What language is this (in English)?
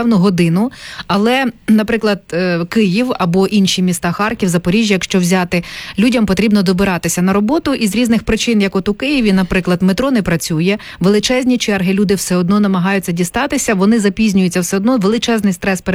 Ukrainian